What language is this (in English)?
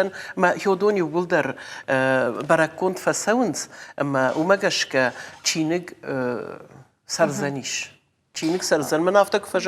Ossetic